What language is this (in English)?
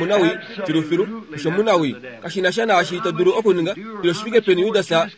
Kuanyama